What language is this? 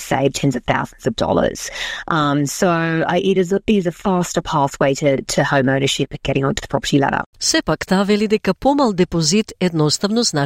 Macedonian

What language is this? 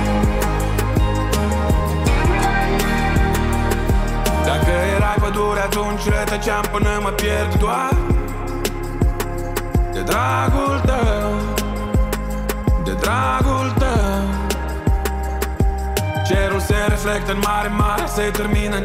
Romanian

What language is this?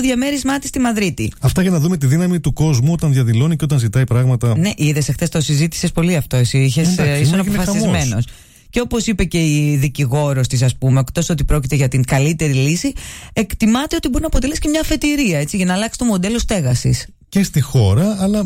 Greek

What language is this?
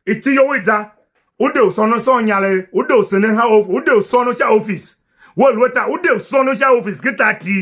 Tiv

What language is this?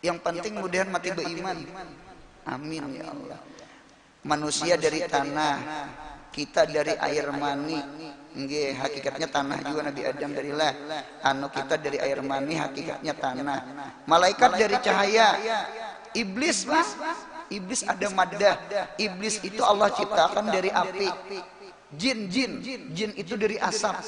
Banjar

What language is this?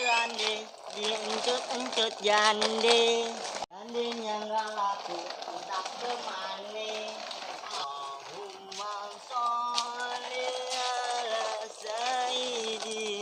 Betawi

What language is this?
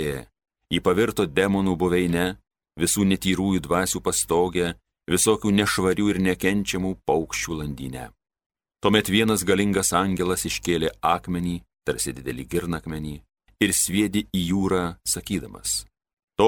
Lithuanian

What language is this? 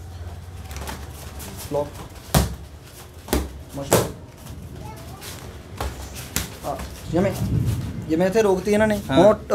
Punjabi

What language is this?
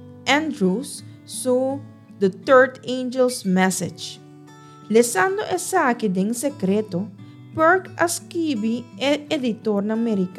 Papiamento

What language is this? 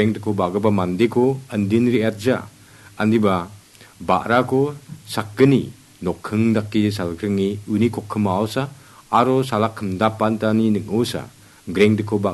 Garo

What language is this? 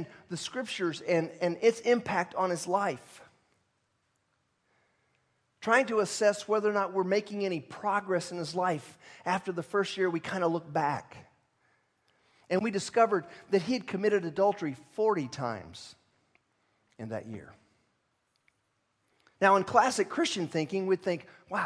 English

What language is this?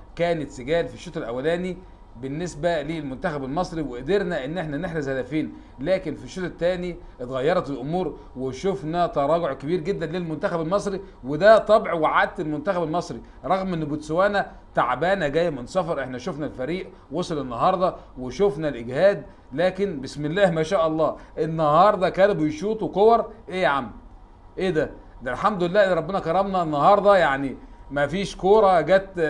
Egyptian Arabic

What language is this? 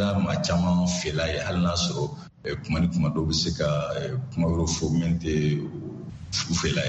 Bambara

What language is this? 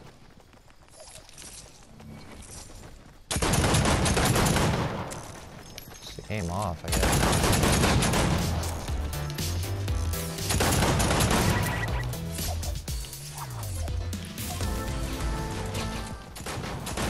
English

